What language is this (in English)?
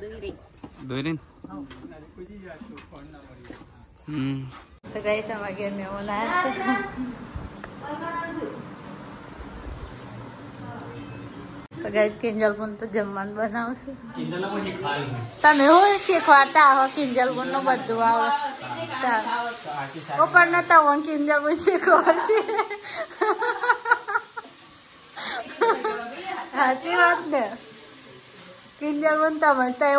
Gujarati